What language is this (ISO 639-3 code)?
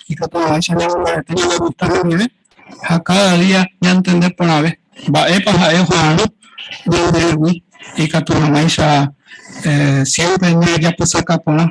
grn